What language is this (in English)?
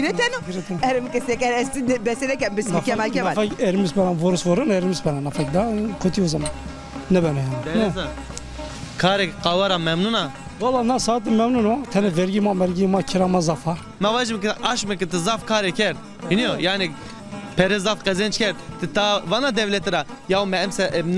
Zaza